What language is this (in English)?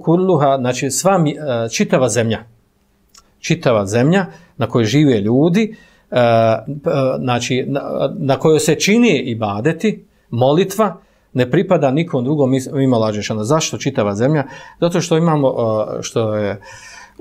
Bosnian